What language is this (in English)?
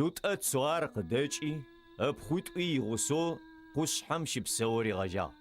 Adyghe